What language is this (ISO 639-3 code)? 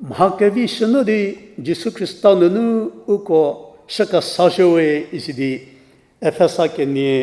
njm